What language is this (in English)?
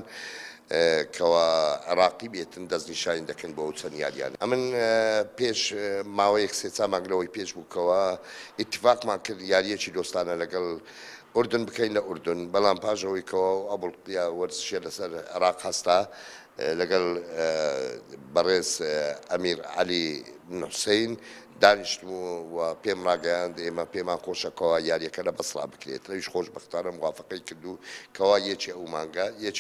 Central Kurdish